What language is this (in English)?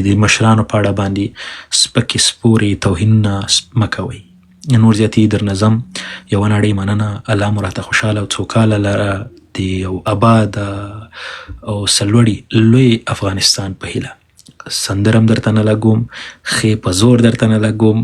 Pashto